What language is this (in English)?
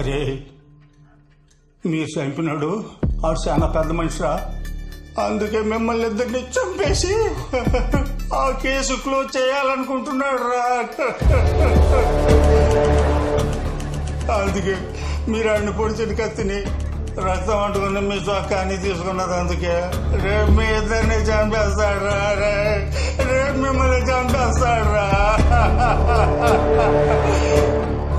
Telugu